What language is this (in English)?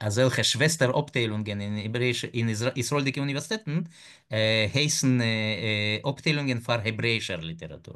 Yiddish